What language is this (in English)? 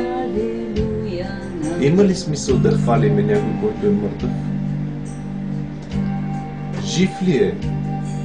Bulgarian